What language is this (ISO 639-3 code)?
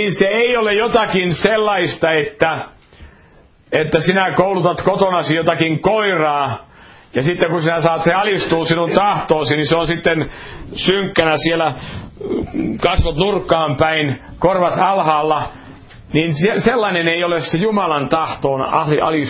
fin